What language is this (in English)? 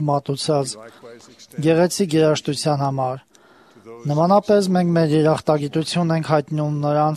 Armenian